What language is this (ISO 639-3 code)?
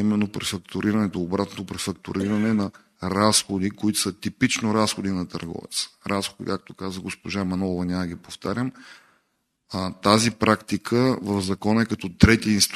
bul